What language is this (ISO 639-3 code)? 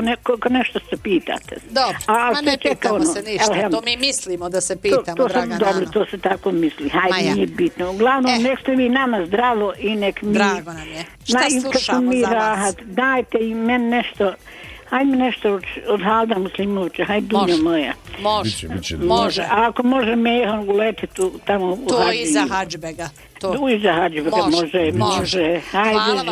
bos